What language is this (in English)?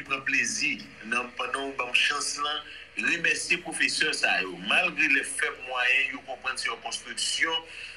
Haitian Creole